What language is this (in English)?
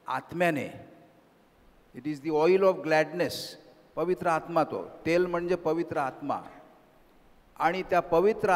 Marathi